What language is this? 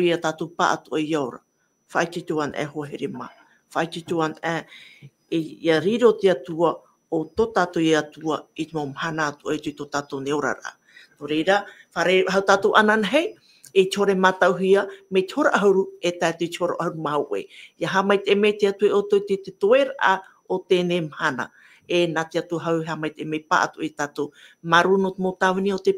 Tahitian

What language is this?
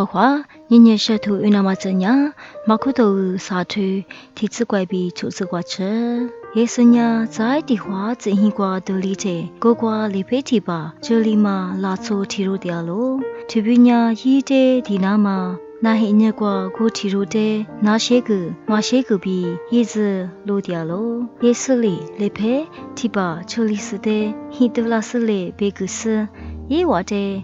Lisu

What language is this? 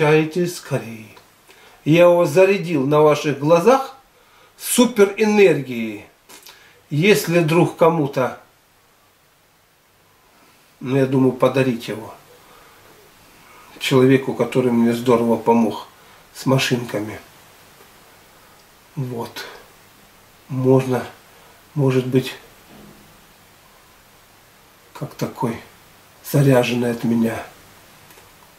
Russian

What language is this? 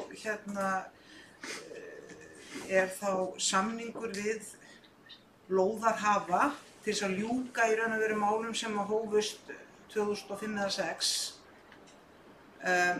Icelandic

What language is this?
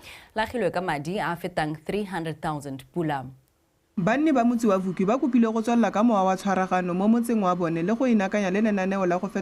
Tswana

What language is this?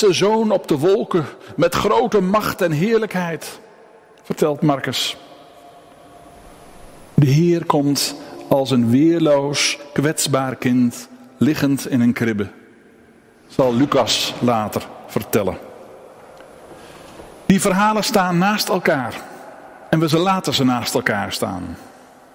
Dutch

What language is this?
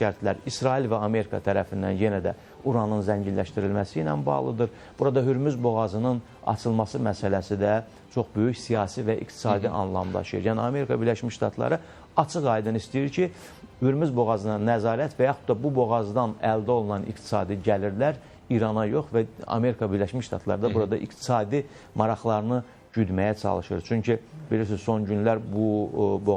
Azerbaijani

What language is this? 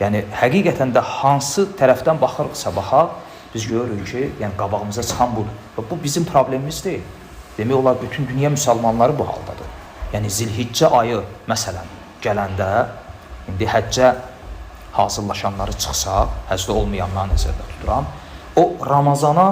Azerbaijani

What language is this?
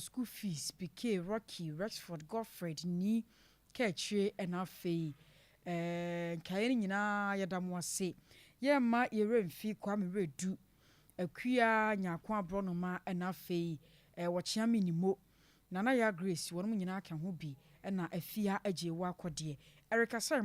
Akan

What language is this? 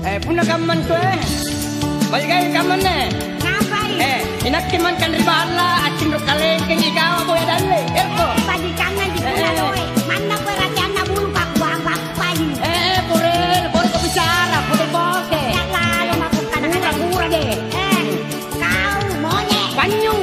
Makasar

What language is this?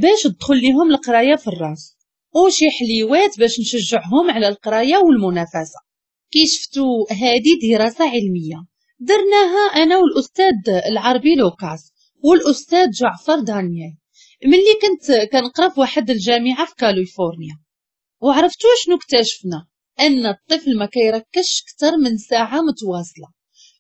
Moroccan Arabic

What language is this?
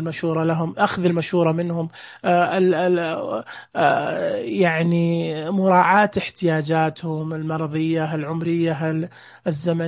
Najdi Arabic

